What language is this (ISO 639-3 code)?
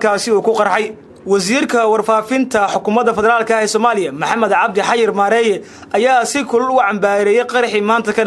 som